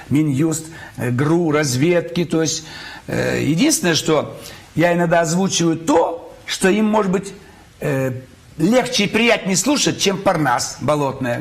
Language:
Russian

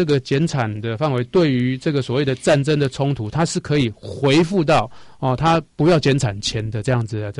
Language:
Chinese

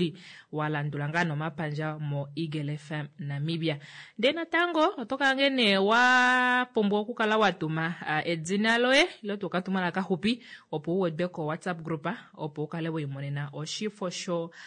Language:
Kuanyama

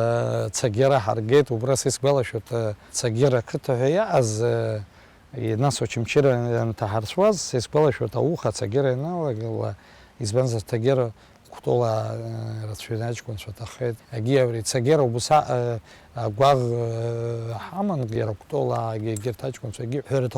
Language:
Abkhazian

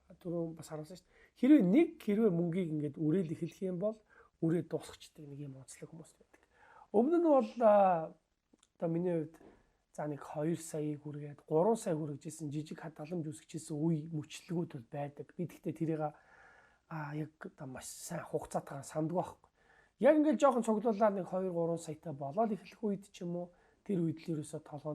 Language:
Mongolian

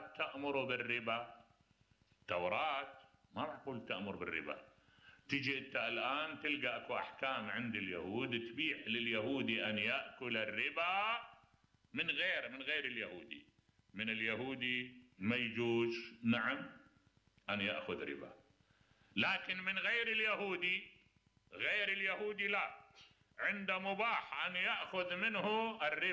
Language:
Mesopotamian Arabic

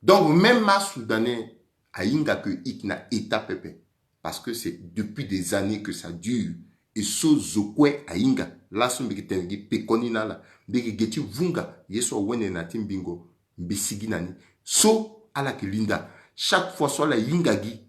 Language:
Sango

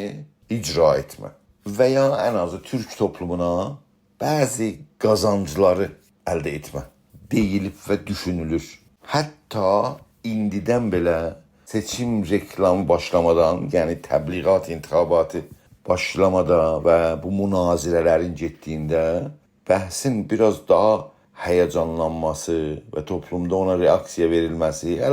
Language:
South Azerbaijani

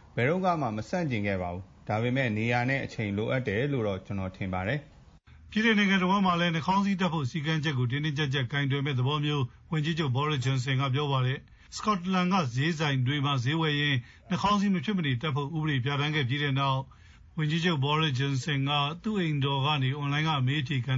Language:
Burmese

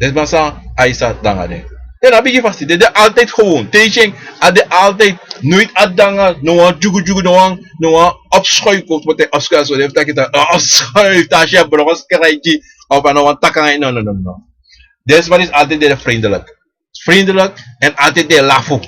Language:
Sranan Tongo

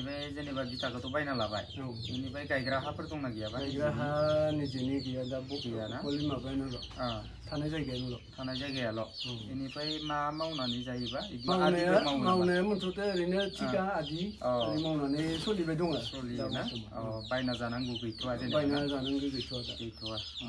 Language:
Bodo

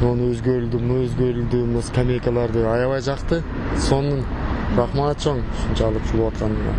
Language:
Kyrgyz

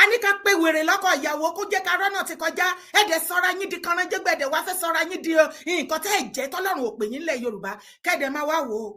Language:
Yoruba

